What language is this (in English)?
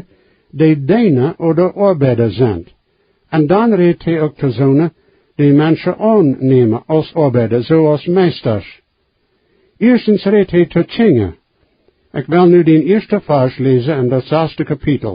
Plautdietsch